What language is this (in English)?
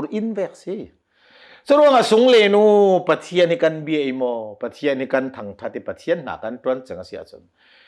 Hakha Chin